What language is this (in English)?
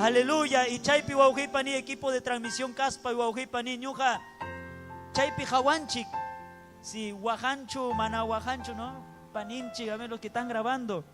Ayacucho Quechua